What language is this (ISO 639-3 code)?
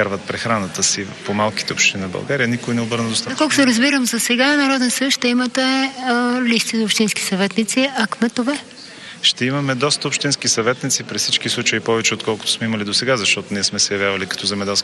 bul